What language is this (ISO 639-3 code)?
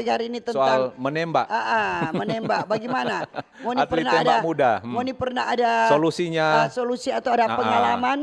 xmm